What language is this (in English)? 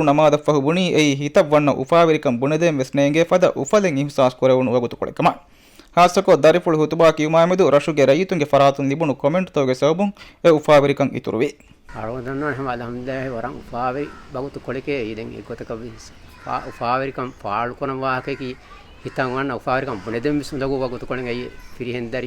Divehi